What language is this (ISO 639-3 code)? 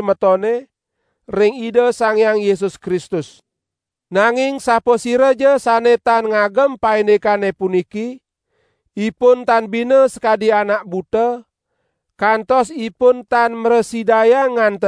ban